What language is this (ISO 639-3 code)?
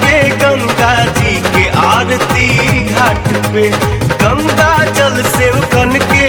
bho